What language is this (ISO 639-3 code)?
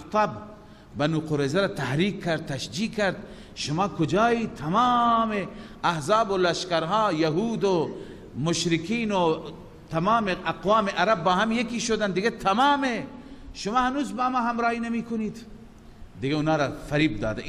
fas